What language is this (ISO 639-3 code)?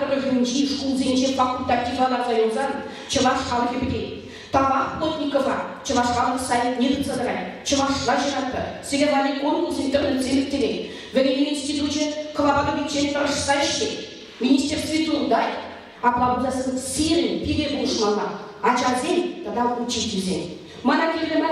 chv